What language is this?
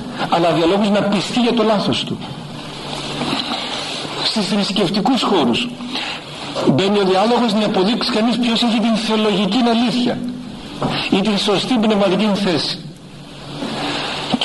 Greek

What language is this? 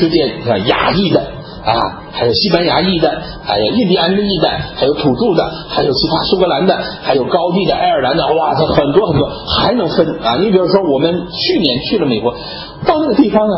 Chinese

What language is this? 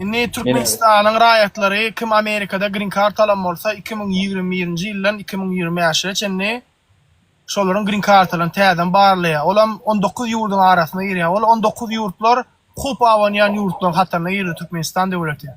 Turkmen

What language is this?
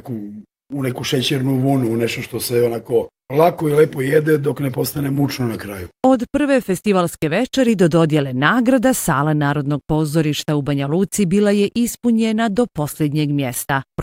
Bosnian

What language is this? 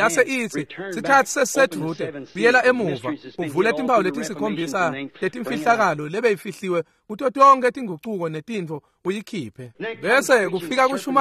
Swati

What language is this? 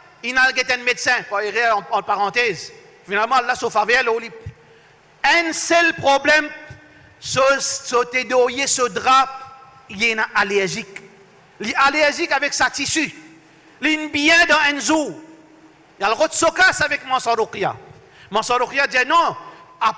Morisyen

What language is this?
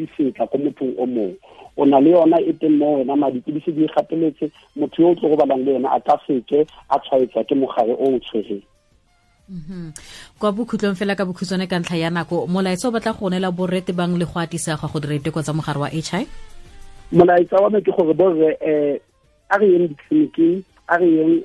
Tswana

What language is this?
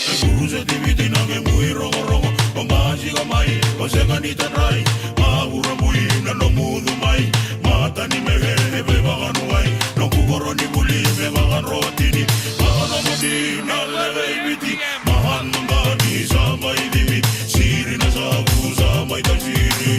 Fijian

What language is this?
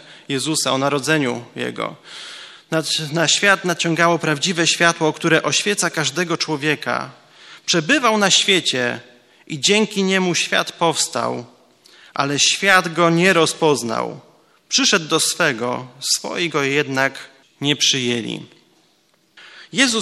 Polish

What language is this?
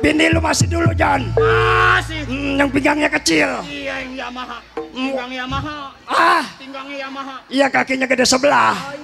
Betawi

